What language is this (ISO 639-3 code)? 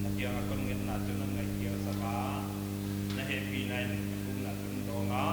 pck